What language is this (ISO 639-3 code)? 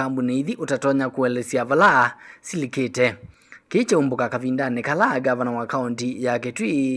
kam